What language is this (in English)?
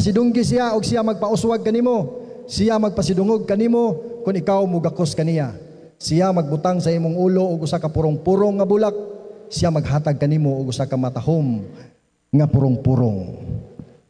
Cebuano